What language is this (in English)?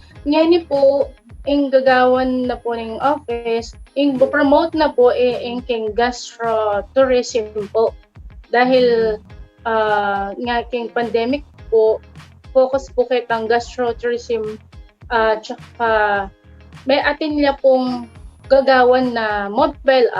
Pampanga